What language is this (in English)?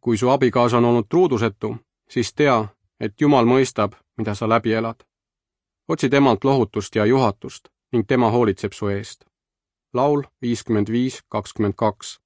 Estonian